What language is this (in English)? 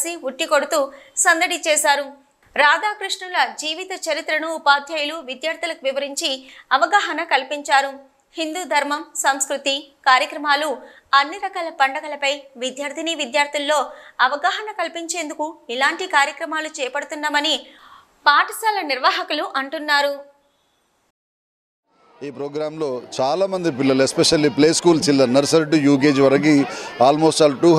Telugu